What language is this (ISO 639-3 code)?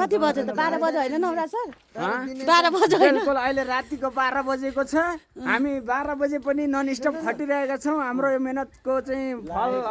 nep